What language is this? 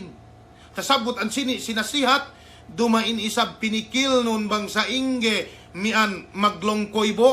Yakan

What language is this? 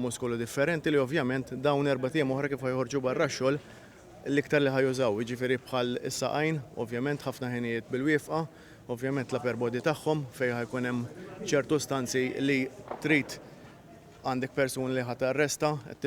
Maltese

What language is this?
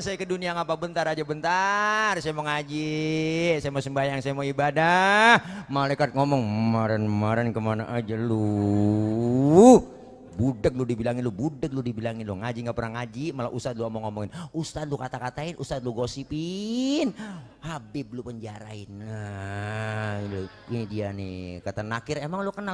Betawi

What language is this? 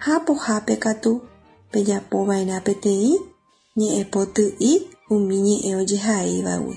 Guarani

